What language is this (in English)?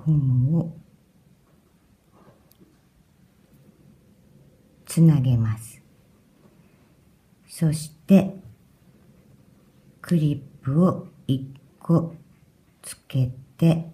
Japanese